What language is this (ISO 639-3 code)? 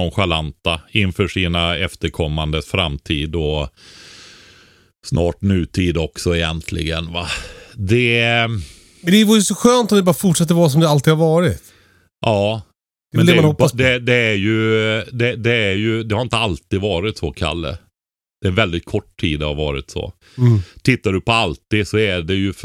swe